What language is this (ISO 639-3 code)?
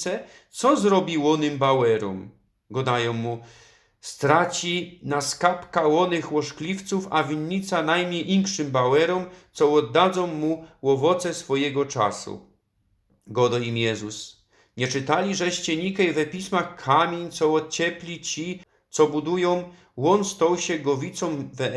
szl